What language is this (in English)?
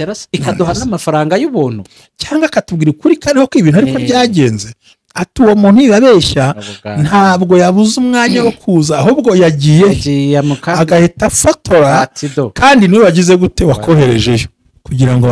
Kinyarwanda